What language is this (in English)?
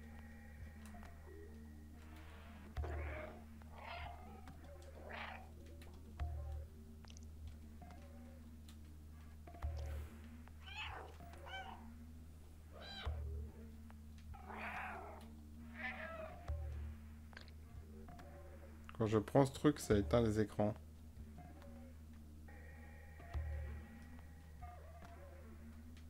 French